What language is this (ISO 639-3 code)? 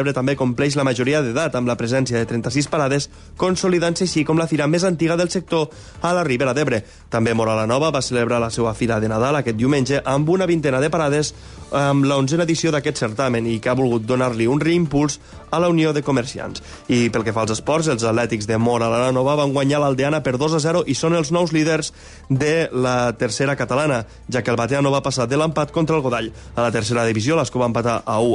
cat